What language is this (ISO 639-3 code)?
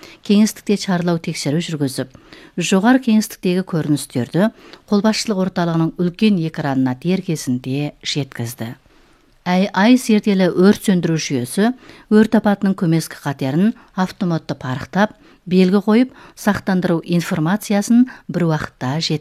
kaz